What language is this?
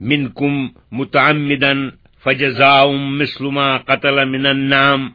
Kashmiri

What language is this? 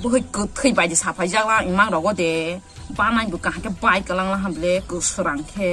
Kok Borok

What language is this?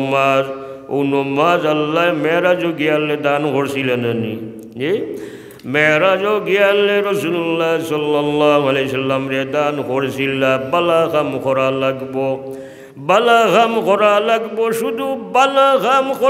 Sylheti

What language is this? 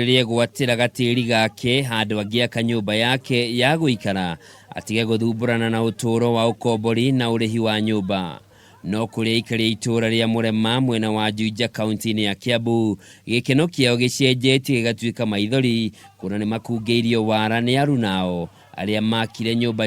Kikuyu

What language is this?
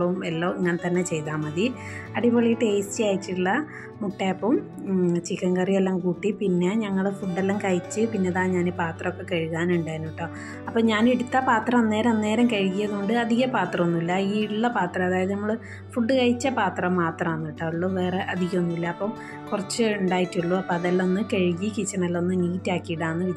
Malayalam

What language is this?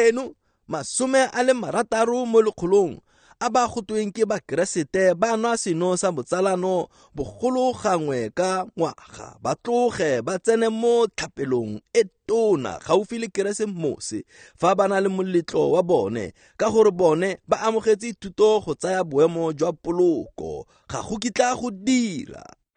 Tswana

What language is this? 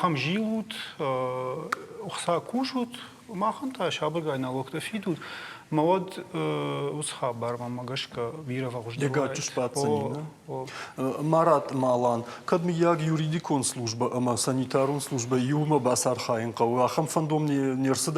Ossetic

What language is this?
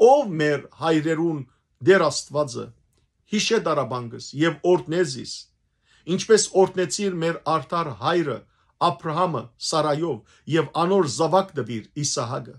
Western Armenian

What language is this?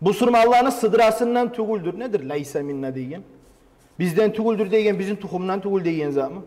Kumyk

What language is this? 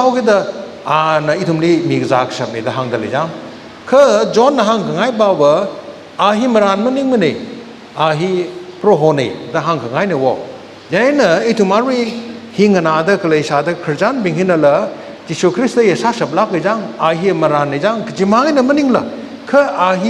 Tangkhul Naga (India)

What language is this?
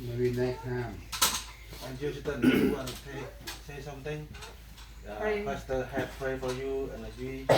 Central Mnong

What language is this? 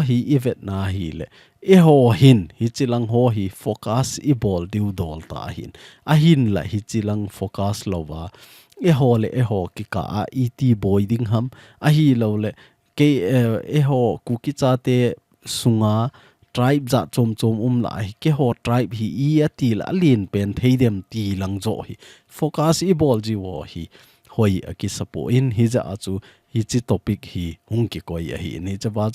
Thado Chin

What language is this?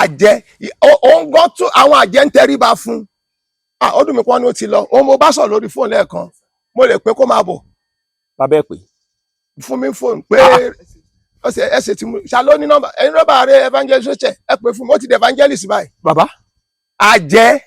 Yoruba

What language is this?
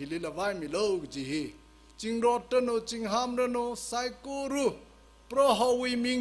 Tangkhul Naga (India)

